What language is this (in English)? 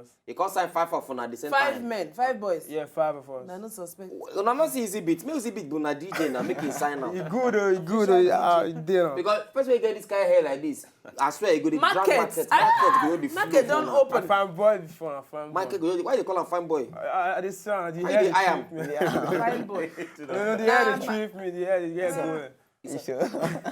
Nigerian Pidgin